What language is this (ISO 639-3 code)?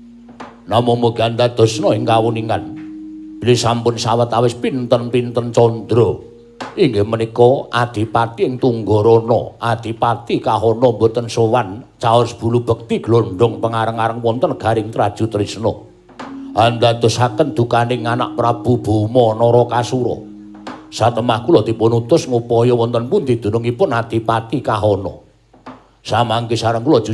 jav